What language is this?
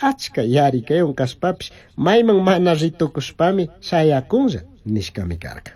Chimborazo Highland Quichua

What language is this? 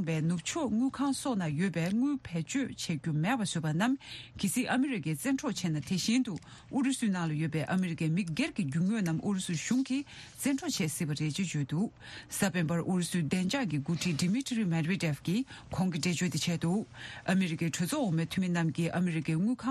Tibetan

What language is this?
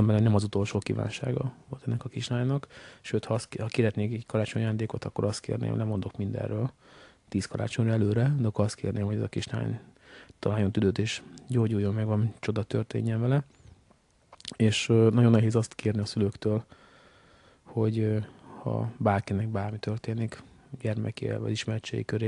Hungarian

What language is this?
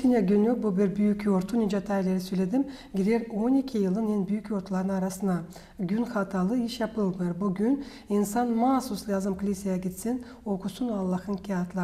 Gagauz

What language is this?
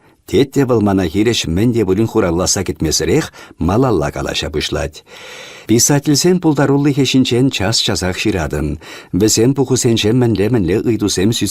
Chuvash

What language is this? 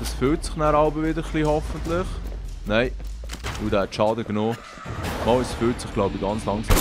Swiss German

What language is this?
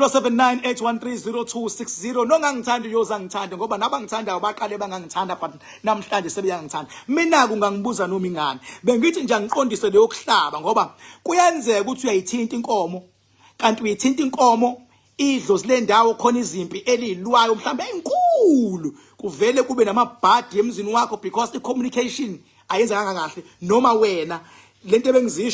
Zulu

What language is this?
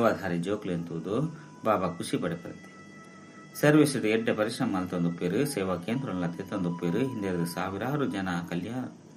Tulu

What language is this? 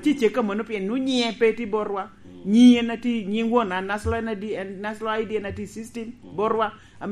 Lango (Uganda)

